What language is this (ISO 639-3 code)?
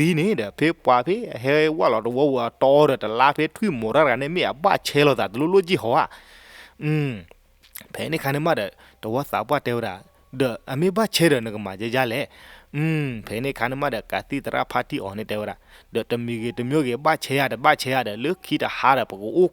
ksw